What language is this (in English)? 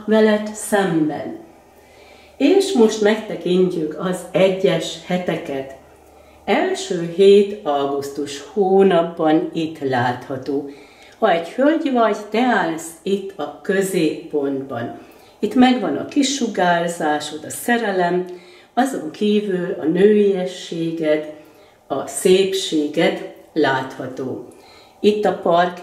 Hungarian